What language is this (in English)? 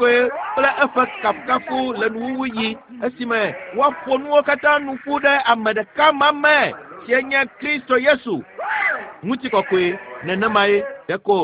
Ewe